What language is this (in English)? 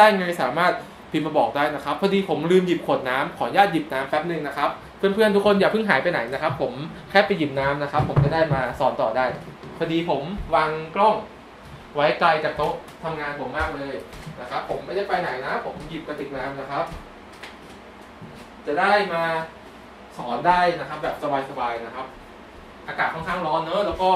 Thai